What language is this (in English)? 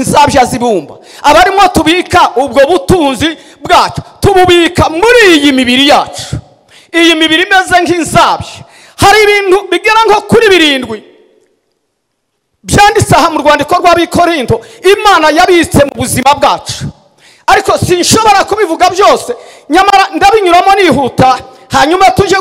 Kinyarwanda